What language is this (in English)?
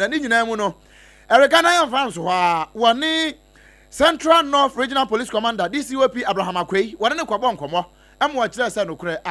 Akan